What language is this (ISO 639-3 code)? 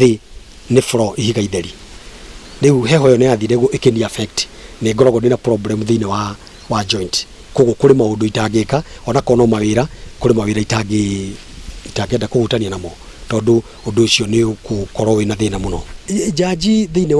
kik